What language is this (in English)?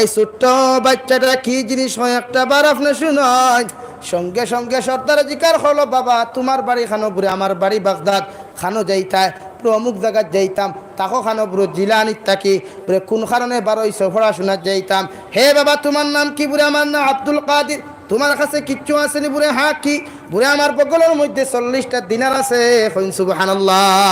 Sylheti